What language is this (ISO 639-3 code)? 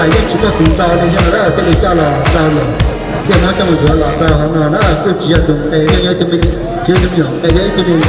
hmn